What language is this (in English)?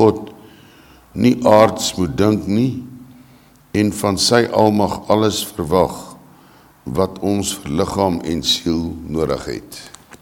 Afrikaans